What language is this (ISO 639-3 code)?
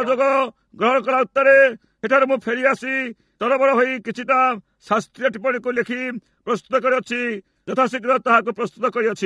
ori